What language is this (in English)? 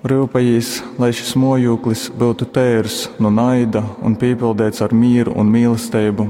Latgalian